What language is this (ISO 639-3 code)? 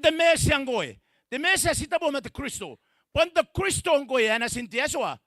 gil